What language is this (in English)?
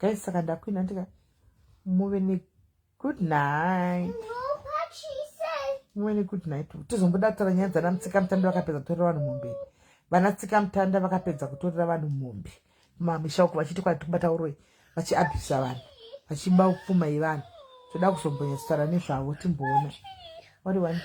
Shona